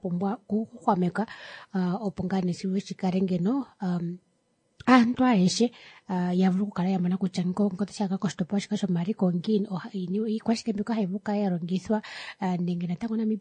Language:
Kuanyama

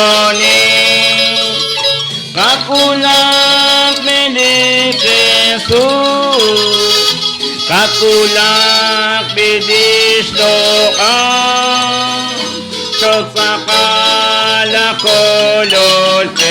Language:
Kekchí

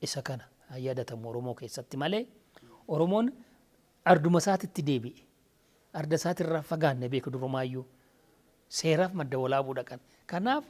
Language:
Oromo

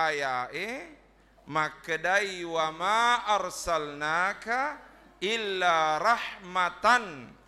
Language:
Buginese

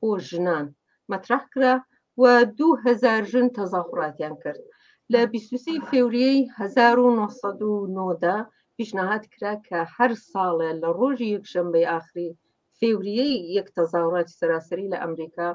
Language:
Central Kurdish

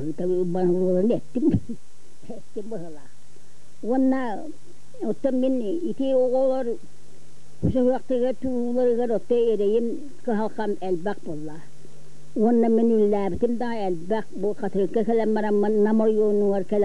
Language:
Yakut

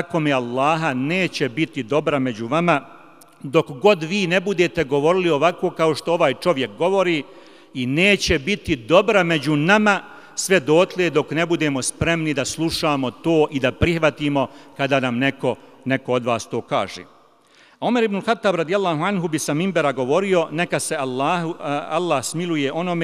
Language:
Bosnian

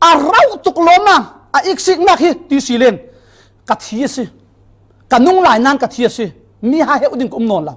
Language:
Falam Chin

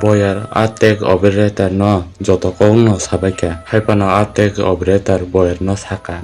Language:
Kok Borok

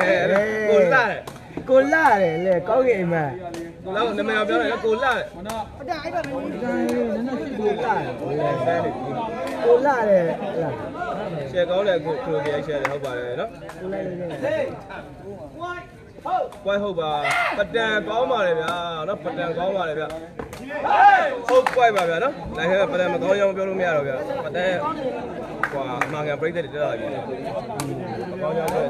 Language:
Burmese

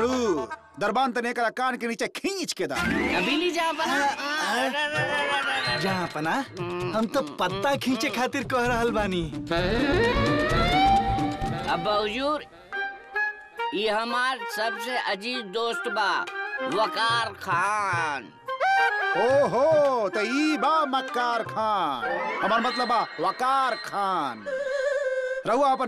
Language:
Bhojpuri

